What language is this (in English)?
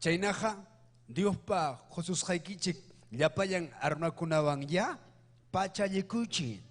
Ayacucho Quechua